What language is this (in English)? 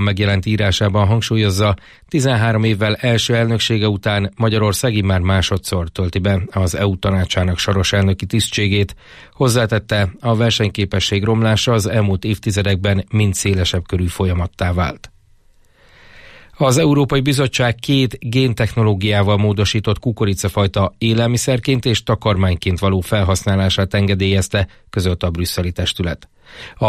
Hungarian